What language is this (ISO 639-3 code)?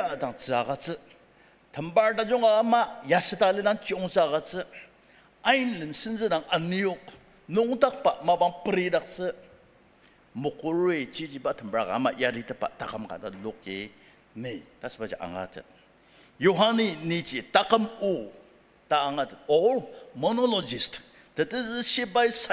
njo